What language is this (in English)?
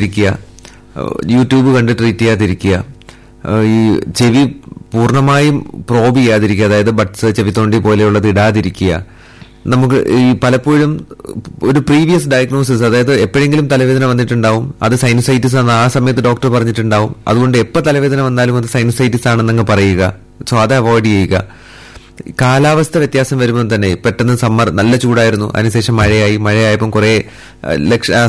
Malayalam